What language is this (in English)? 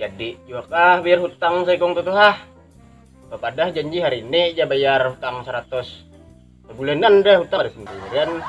Banjar